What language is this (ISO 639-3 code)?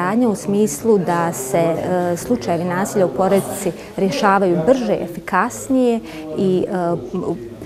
bos